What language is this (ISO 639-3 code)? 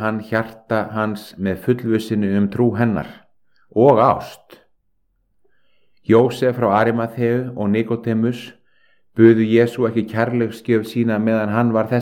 isl